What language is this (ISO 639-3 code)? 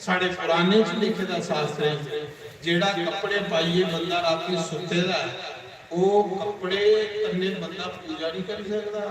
doi